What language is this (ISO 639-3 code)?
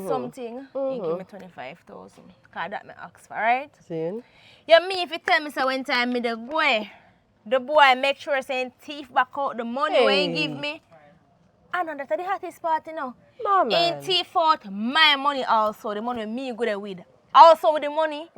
jam